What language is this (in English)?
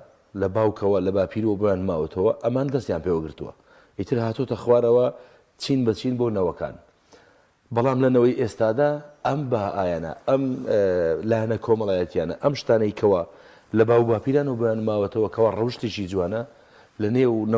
Central Kurdish